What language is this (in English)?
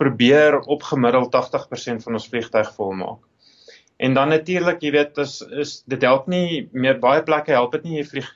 Afrikaans